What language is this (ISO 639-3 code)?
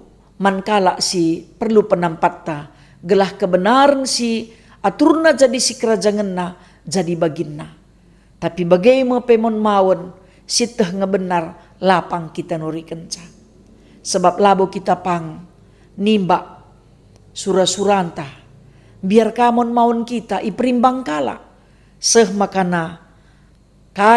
btx